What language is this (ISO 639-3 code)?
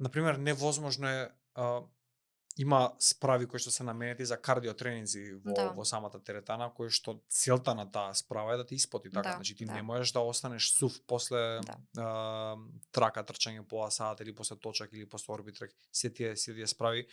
mkd